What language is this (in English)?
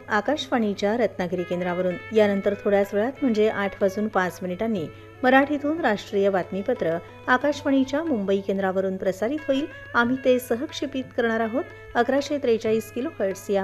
Marathi